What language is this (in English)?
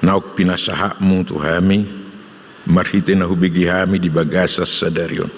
Batak Toba